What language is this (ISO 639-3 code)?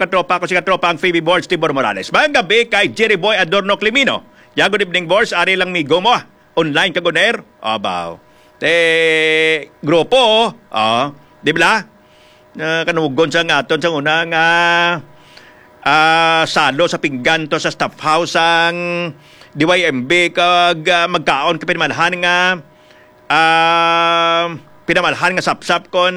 hil